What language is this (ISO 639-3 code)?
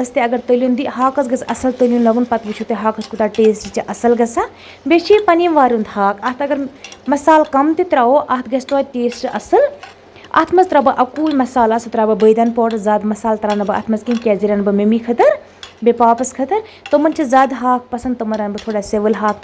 kas